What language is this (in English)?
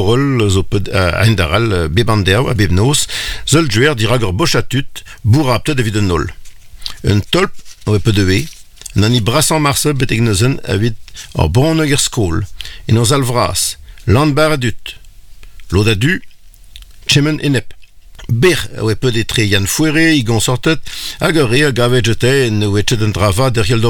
Breton